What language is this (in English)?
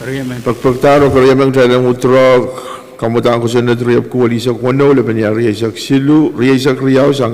Pohnpeian